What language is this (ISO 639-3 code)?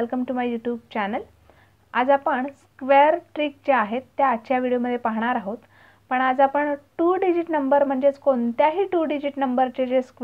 mar